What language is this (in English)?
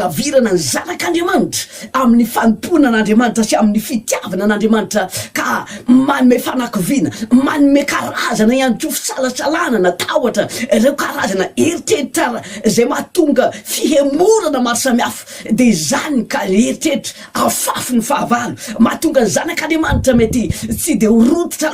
Malagasy